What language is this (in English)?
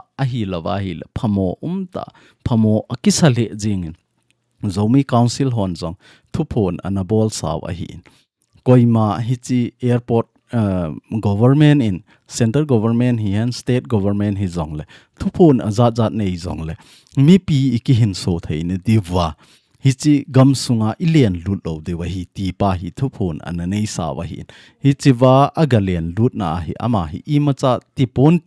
Thado Chin